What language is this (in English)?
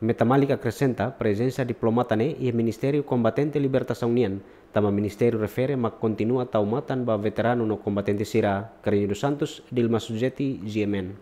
Tetum